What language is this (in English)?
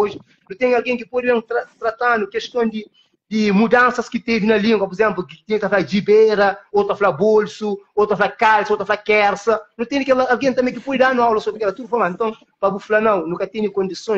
Kabuverdianu